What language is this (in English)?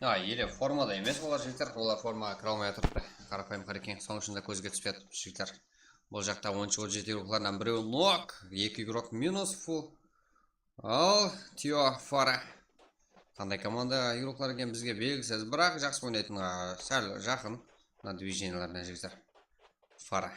Kara-Kalpak